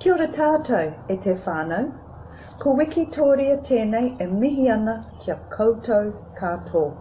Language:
Māori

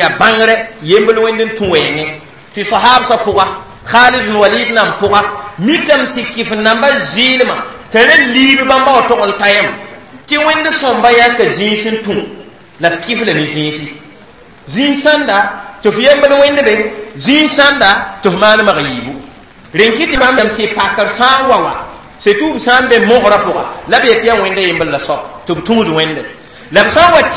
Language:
Mossi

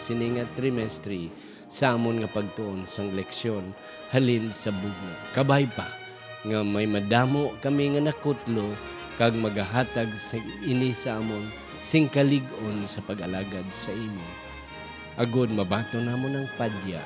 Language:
Hiligaynon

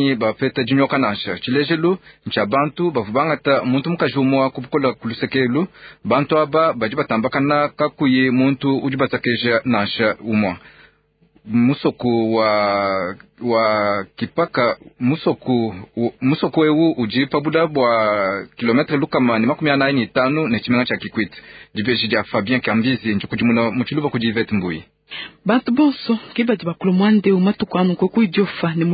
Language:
Luba-Lulua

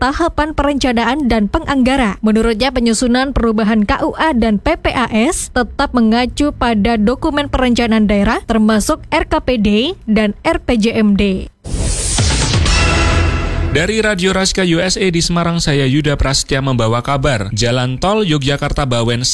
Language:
Indonesian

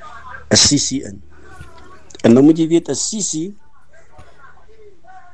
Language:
Afrikaans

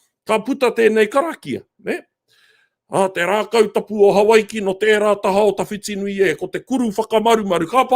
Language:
Māori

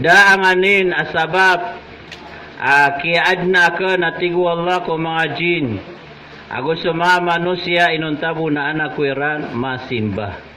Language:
Maranao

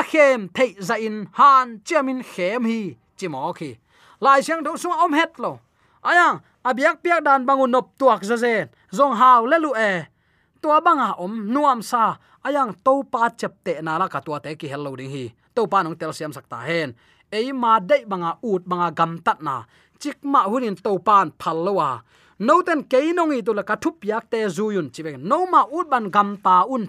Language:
Tedim Chin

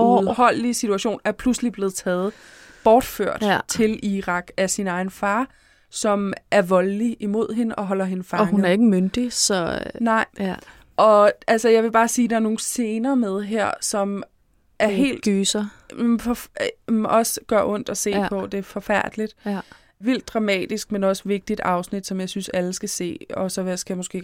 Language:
Danish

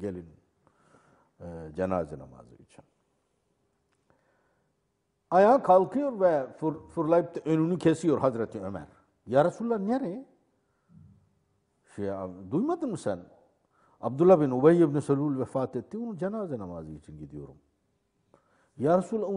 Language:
Turkish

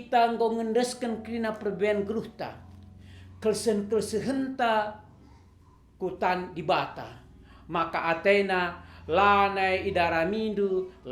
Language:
Batak Karo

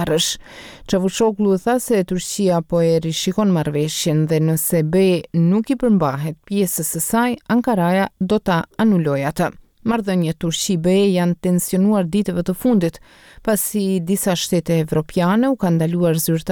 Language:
Albanian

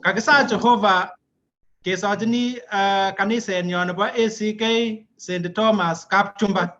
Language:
Kalenjin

